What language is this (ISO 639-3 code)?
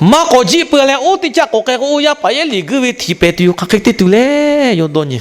lhu